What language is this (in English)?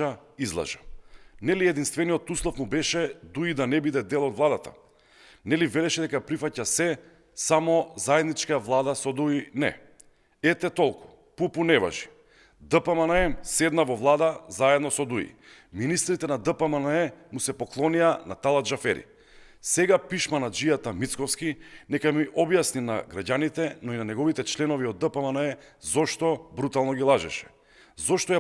Macedonian